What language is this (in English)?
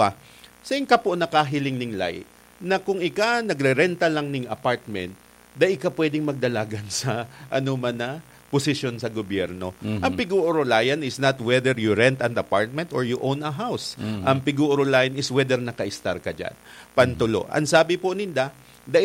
Bikol